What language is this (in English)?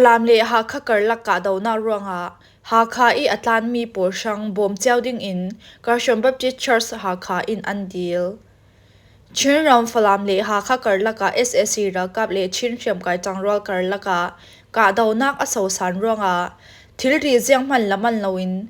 Falam Chin